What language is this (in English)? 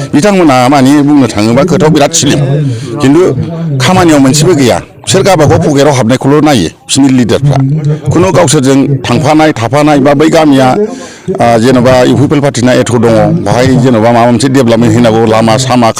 Bodo